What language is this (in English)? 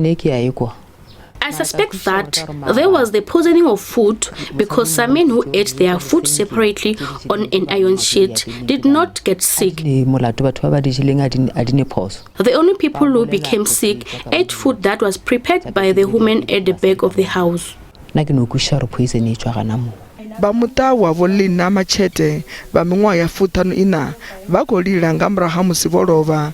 Venda